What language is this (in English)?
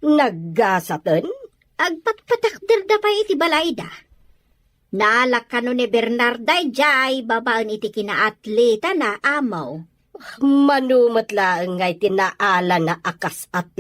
Iloko